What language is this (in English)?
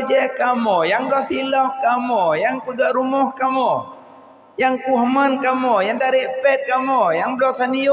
Achinese